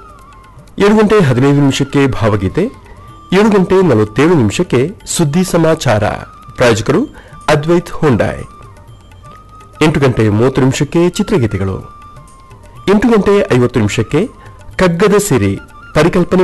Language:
Kannada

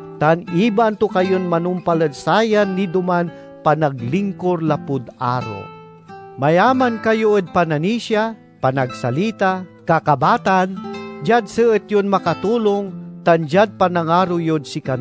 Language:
Pangasinan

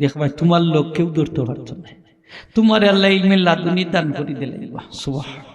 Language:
Sylheti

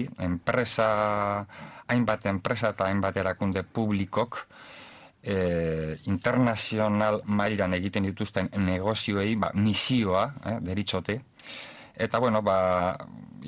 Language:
Basque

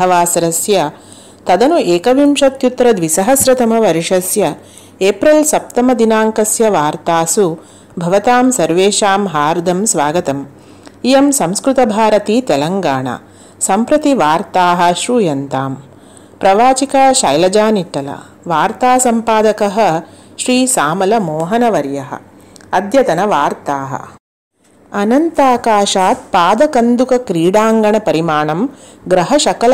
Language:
Sanskrit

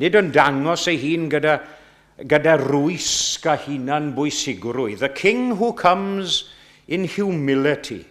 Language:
Welsh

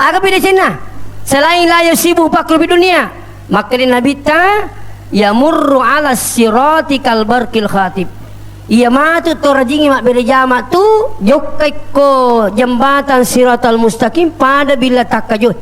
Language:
Buginese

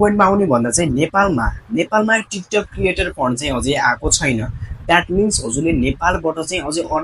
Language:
Nepali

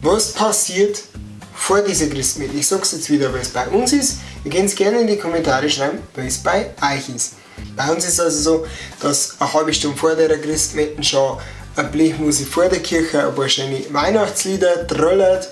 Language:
Bavarian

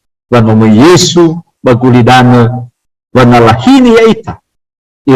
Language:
Nias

